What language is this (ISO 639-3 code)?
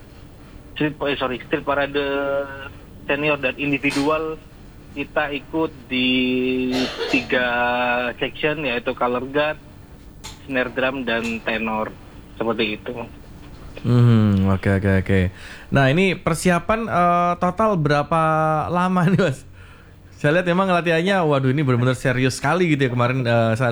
ind